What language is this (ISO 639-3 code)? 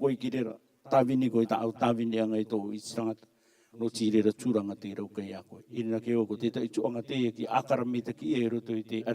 rar